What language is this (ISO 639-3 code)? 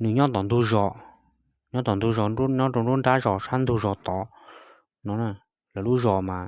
hmn